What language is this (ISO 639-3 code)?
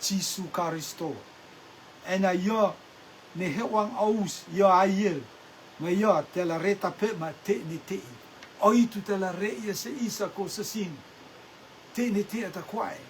rtm